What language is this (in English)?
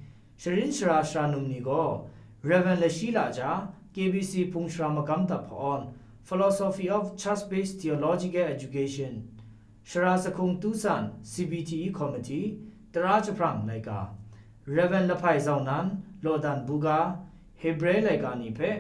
Kachin